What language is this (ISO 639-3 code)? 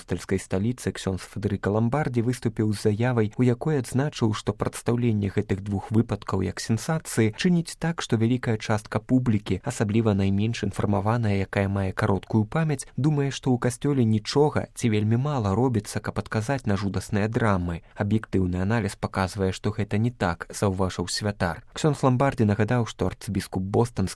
bel